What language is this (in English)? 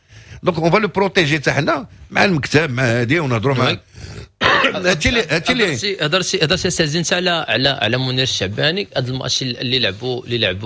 Moroccan Arabic